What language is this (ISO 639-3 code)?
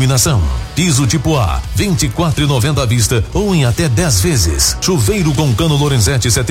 por